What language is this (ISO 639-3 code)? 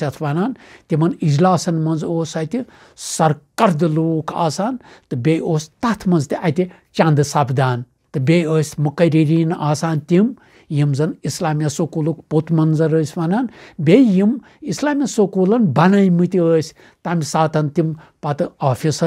kas